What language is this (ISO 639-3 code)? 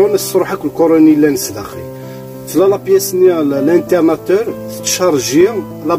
kab